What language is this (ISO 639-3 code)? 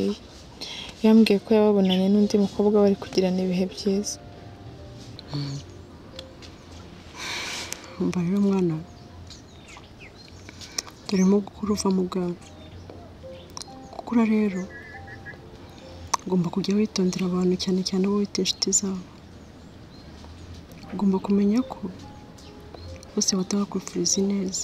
kin